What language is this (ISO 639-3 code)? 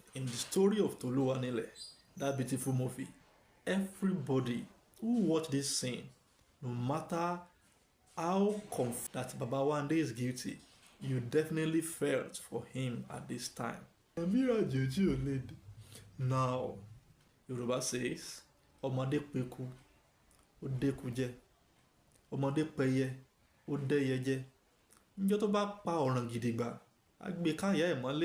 yor